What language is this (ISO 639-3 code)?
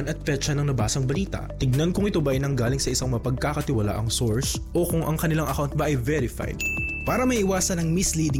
fil